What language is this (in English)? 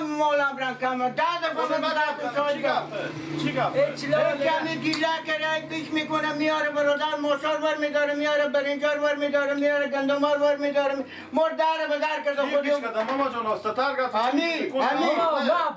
Persian